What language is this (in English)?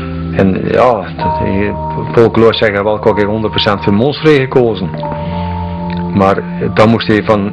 Dutch